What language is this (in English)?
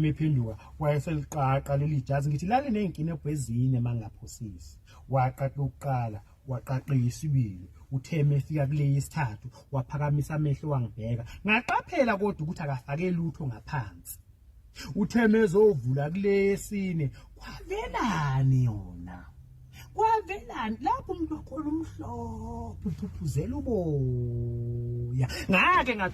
Zulu